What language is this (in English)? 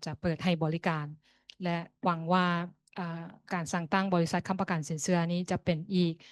Lao